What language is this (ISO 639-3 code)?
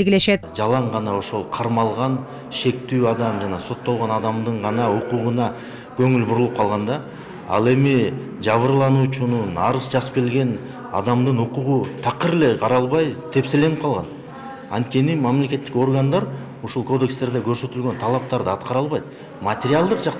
kir